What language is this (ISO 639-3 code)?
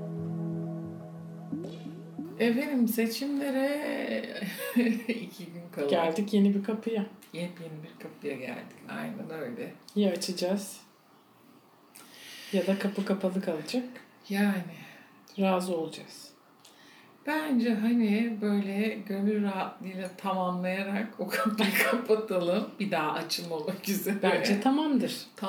tur